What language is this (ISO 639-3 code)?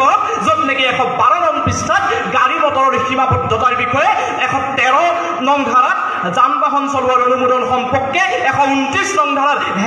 asm